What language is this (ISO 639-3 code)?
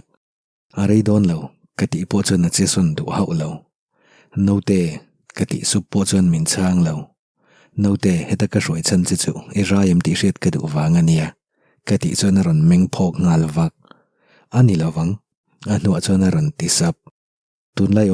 lus